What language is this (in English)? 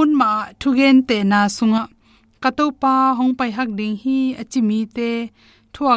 Tedim Chin